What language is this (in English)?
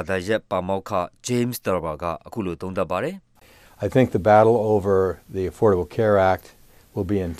Burmese